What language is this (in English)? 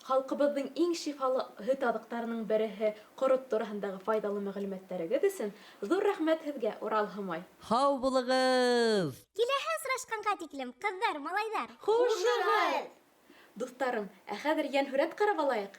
Bashkir